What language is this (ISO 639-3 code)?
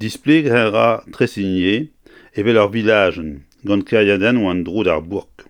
bre